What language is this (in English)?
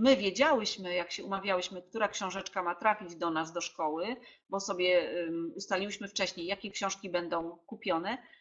Polish